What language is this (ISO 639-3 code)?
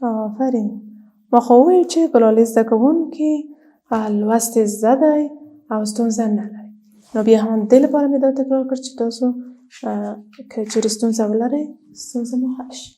pus